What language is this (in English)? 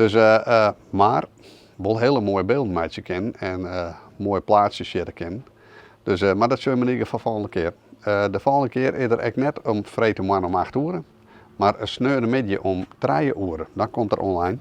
Western Frisian